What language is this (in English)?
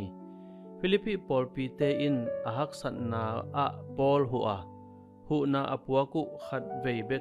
Tedim Chin